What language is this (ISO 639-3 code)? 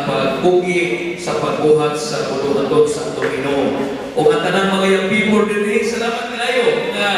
ceb